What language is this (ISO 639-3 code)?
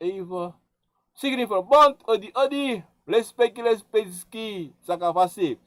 srn